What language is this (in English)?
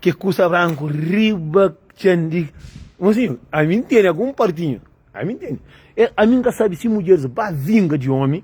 Kabuverdianu